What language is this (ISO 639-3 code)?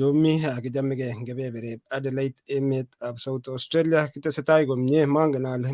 kln